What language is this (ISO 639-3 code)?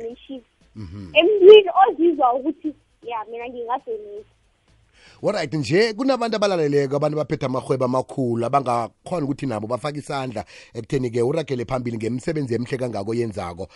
nbl